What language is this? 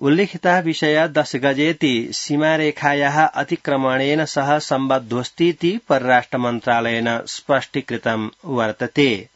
Sanskrit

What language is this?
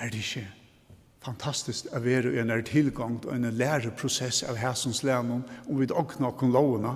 Faroese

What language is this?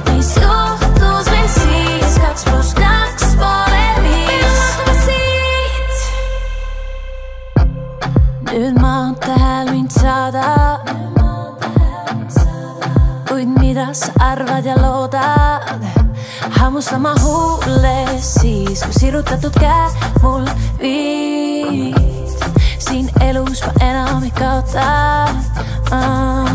Estonian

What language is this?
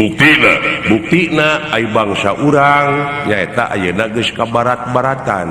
Sundanese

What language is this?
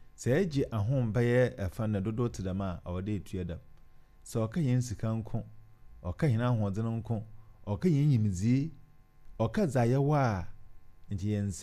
Akan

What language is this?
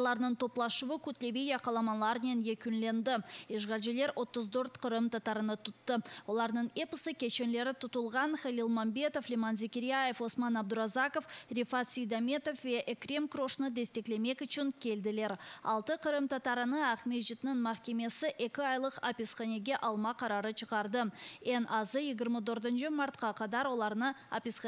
Crimean Tatar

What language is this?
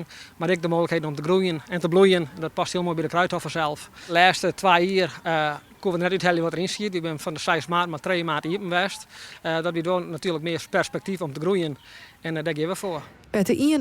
Western Frisian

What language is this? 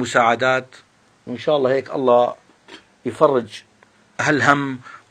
North Levantine Arabic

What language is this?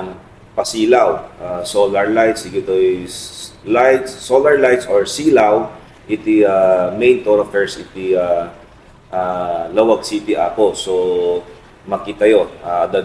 Iloko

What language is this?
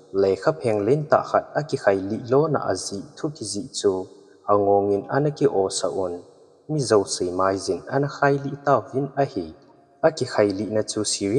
Thado Chin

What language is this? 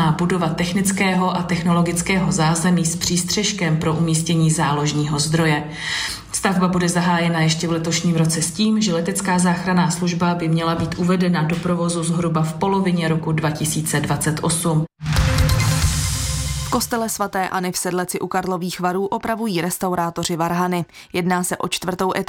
Czech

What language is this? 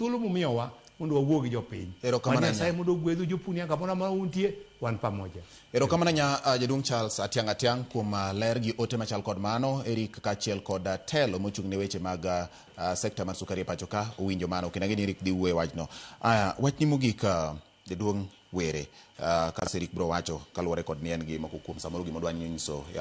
Luo (Kenya and Tanzania)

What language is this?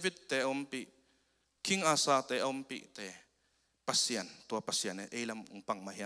Tedim Chin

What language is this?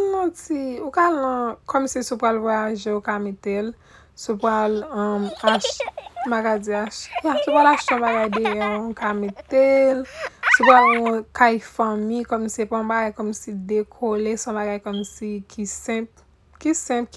Haitian Creole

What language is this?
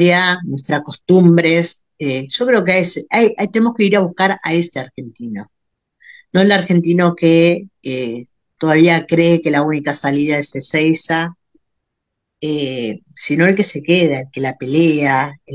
Spanish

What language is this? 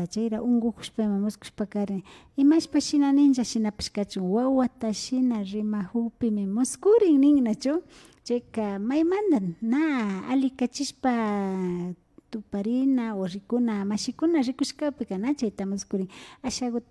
Imbabura Highland Quichua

